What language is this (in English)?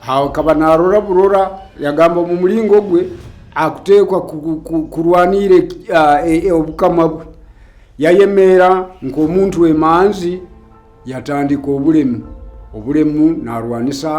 Nyoro